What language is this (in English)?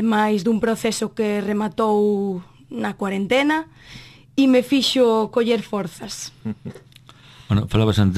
Galician